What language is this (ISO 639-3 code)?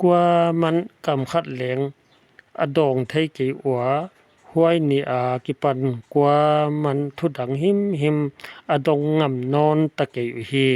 pck